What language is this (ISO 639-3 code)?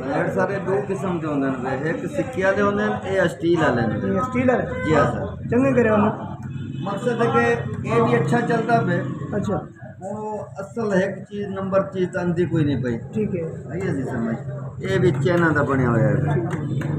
skr